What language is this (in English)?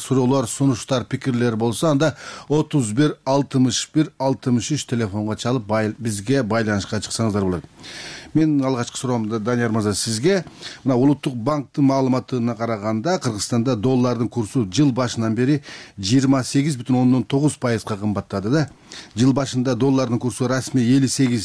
Kyrgyz